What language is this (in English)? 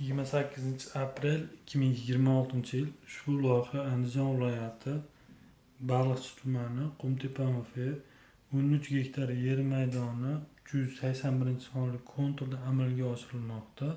Uzbek